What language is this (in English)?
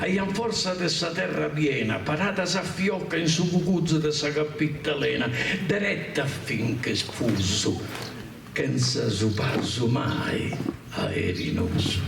Sardinian